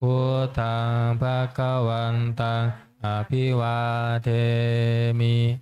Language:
Pali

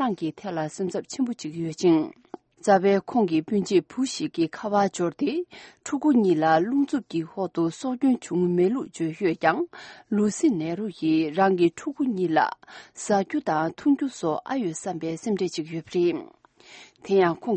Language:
Tibetan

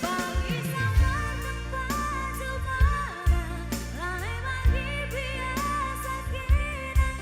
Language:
Batak Karo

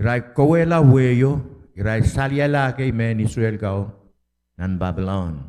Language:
Pohnpeian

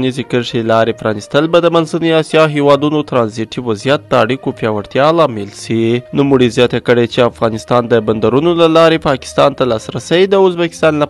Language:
Pashto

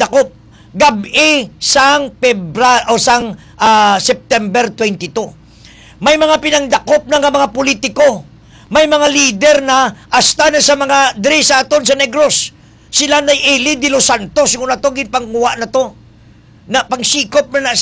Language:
Hiligaynon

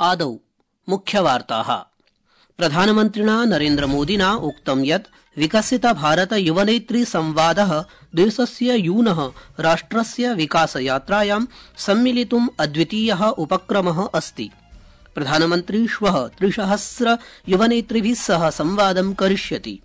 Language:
Sanskrit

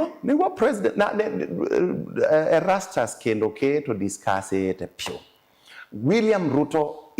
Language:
Kamba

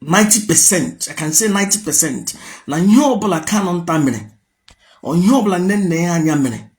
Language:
Igbo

